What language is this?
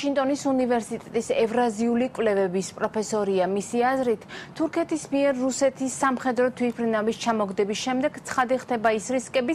Georgian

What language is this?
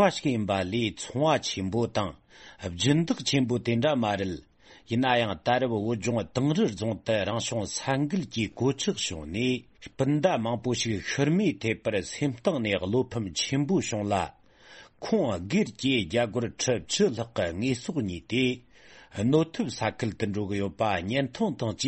Tibetan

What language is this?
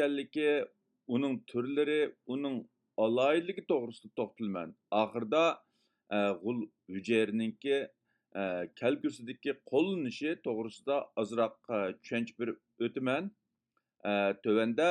Uyghur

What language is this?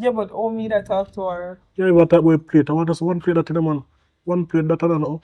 Jamaican Creole English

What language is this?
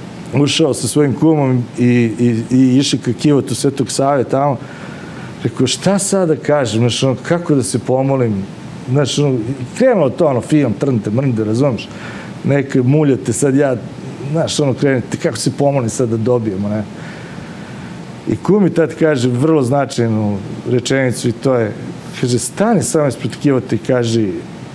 Serbian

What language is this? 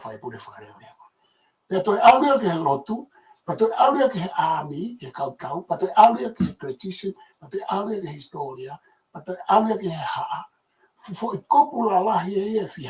Tongan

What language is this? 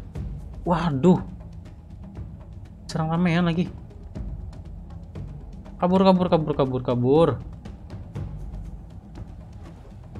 Indonesian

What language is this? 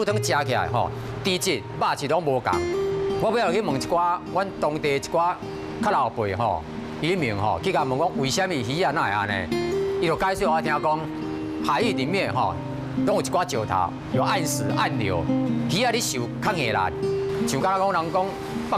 Min Nan Chinese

